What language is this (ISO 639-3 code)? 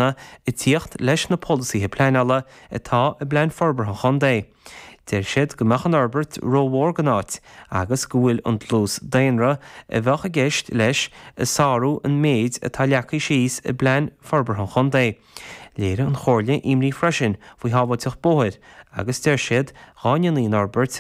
gle